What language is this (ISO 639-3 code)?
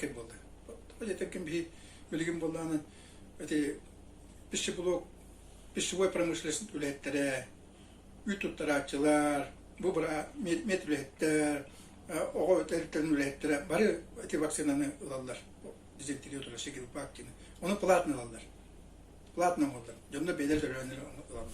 sah